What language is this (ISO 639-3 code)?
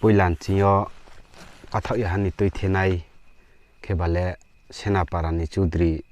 ria